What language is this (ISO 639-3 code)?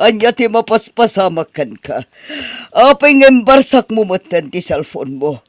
ilo